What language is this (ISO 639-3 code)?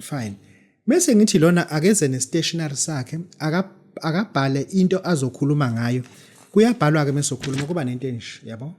zul